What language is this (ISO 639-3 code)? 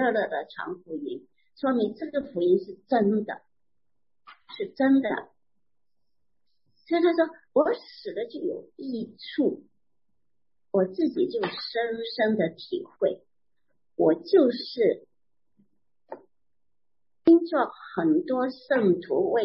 zho